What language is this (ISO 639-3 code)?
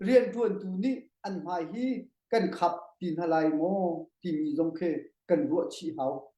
cnh